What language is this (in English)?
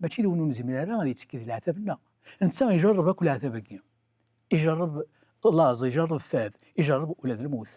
Kabyle